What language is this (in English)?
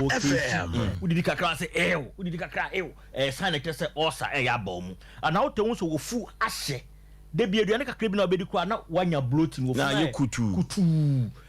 Akan